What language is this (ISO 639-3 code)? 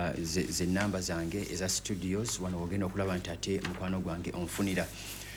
lug